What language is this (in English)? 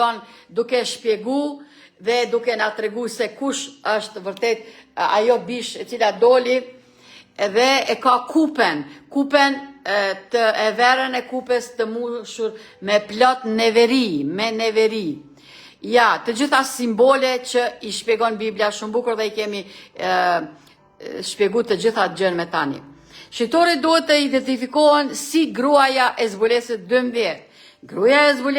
Albanian